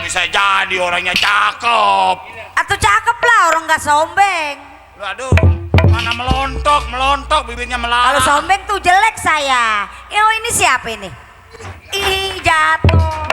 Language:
Betawi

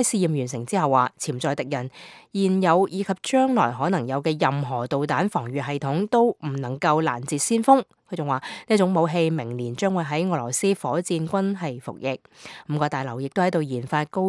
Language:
Cantonese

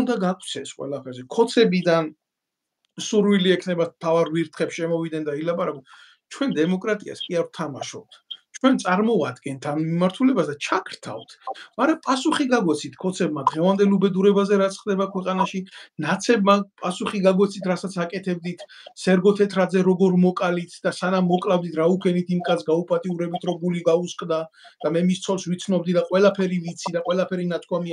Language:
Georgian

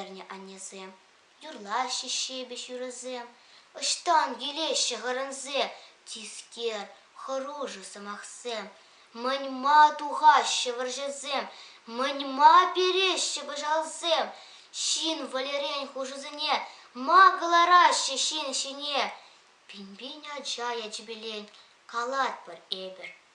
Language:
Chuvash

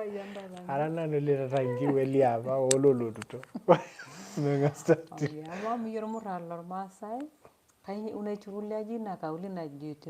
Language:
Masai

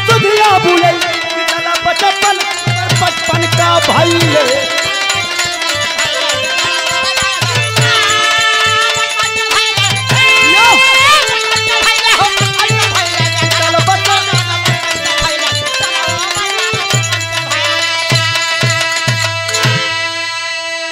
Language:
Bhojpuri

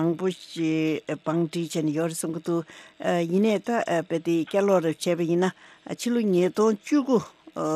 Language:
Tibetan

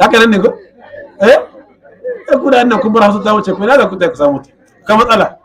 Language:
Hausa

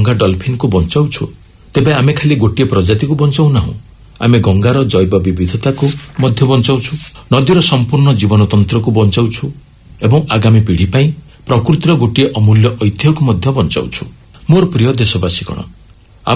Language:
Odia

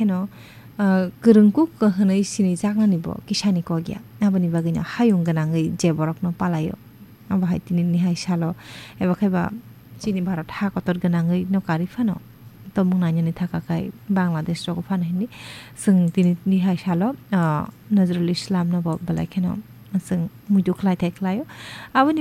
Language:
Kok Borok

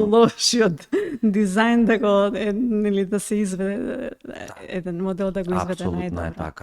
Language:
Macedonian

